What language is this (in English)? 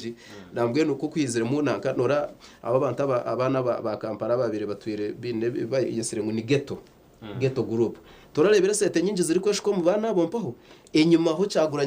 Nyankole